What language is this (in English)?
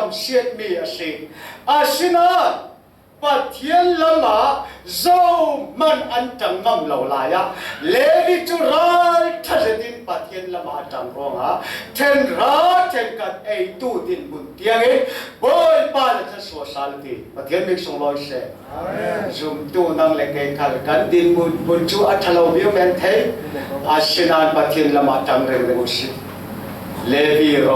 Falam Chin